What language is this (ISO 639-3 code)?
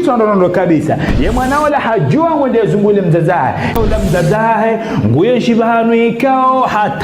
zdj